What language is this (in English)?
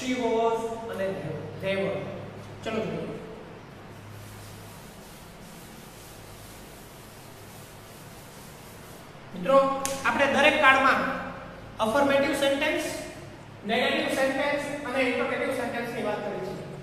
Gujarati